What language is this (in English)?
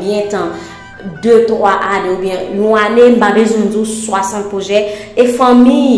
Haitian Creole